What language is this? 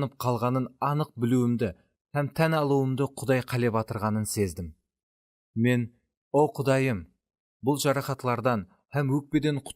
Kara-Kalpak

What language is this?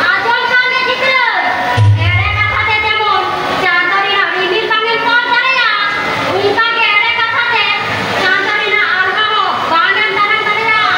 Santali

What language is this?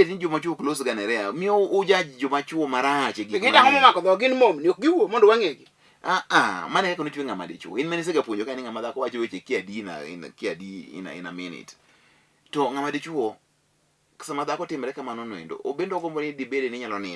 Luo (Kenya and Tanzania)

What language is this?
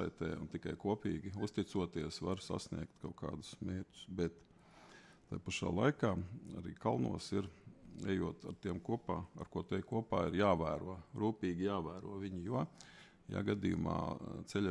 Latvian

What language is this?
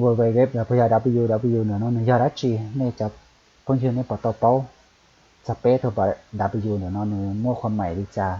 Hmong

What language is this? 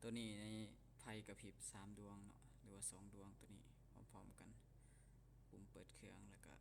Lao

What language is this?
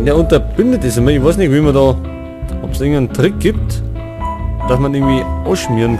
Bavarian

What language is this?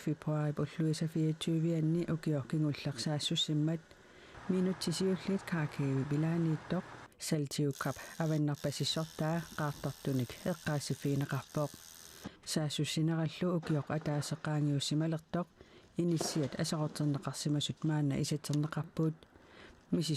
Kalaallisut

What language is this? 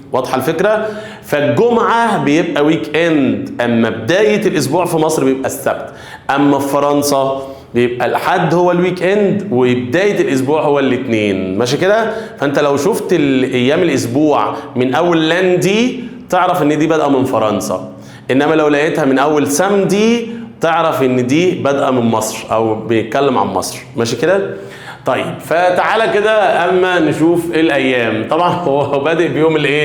Egyptian Arabic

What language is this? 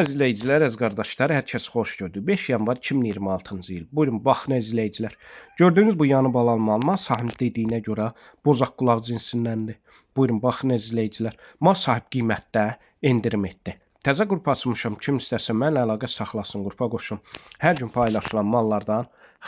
Azerbaijani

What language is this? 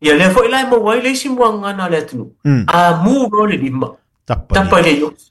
Samoan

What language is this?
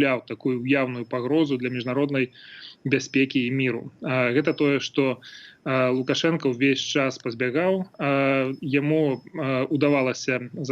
Belarusian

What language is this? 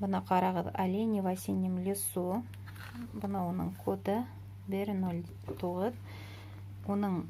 Bashkir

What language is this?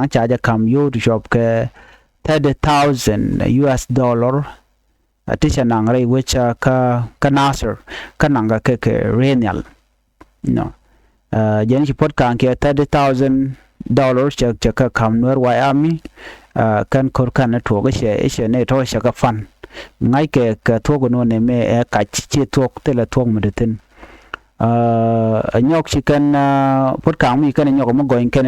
Nuer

